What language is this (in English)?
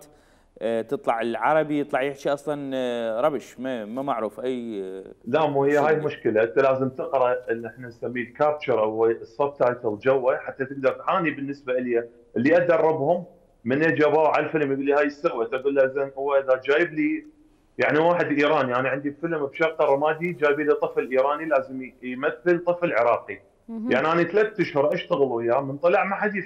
Mesopotamian Arabic